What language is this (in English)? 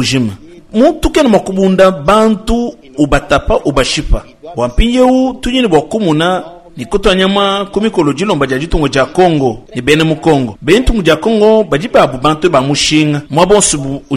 Luba-Lulua